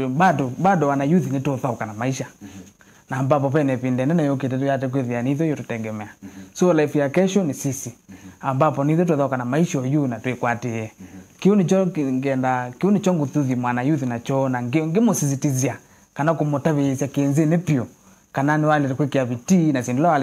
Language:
Kamba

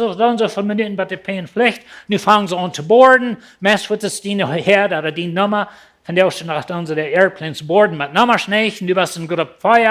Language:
Plautdietsch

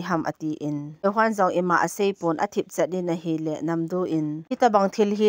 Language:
Thado Chin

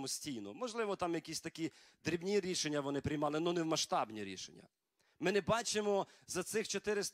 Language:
Ukrainian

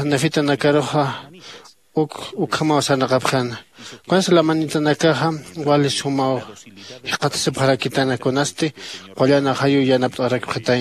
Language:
Aymara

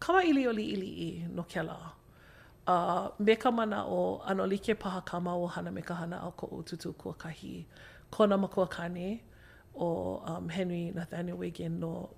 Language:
Hawaiian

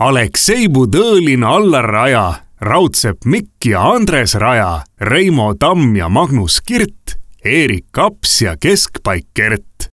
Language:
Estonian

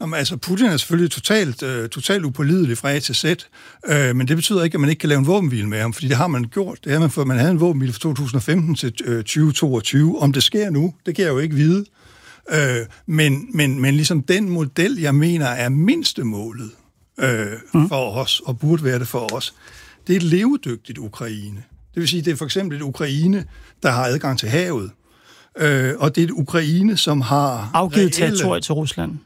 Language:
Danish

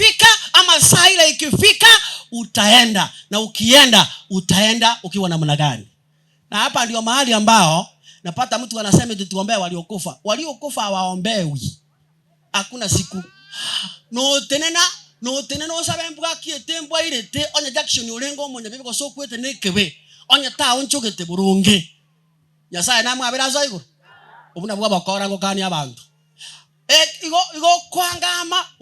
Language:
Gusii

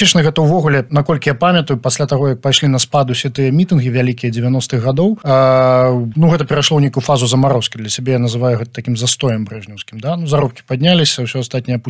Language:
Belarusian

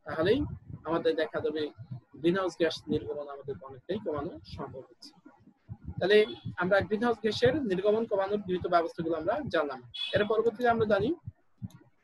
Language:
Bangla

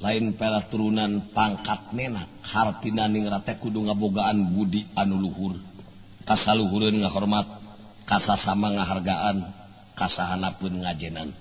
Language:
Sundanese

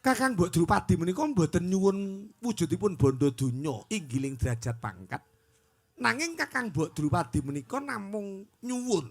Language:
Javanese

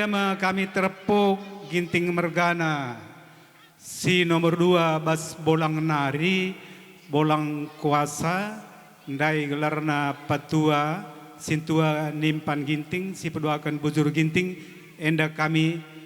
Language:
Batak Karo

